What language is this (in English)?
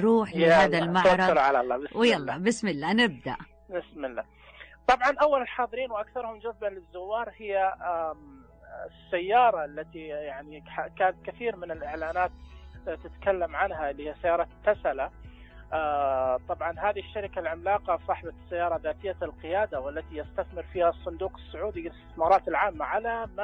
Najdi Arabic